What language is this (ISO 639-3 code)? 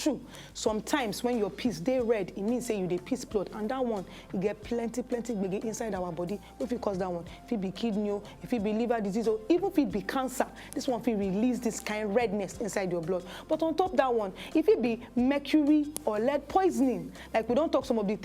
pcm